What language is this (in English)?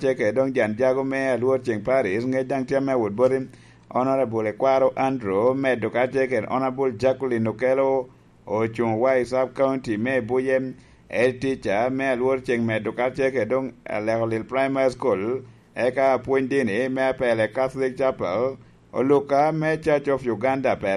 Lango (Uganda)